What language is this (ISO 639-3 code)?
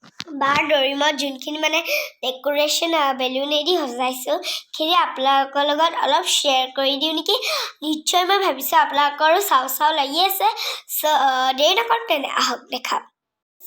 asm